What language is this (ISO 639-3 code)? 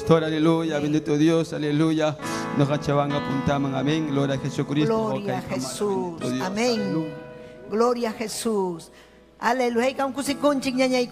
quy